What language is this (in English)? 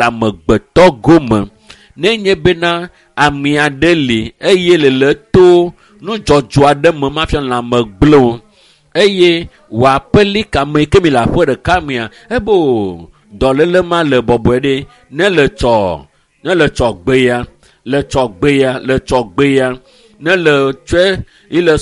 Ewe